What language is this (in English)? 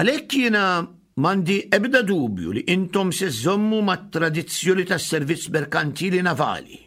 Maltese